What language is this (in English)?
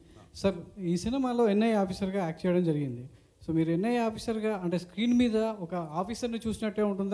Telugu